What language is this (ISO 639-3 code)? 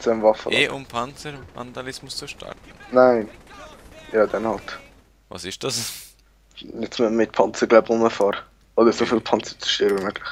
gsw